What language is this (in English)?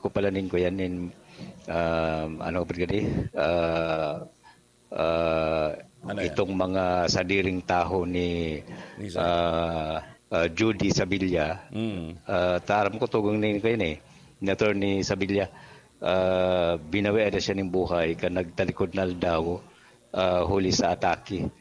Bikol